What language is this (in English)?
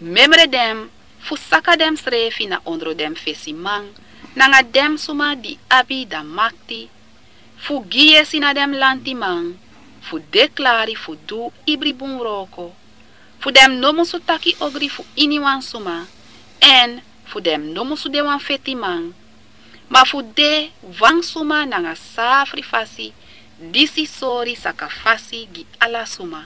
Sranan Tongo